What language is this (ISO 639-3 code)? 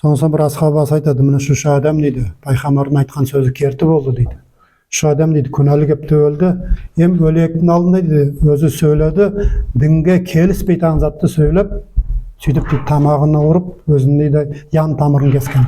nog